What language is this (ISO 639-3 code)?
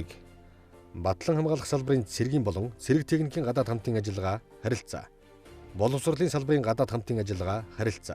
mon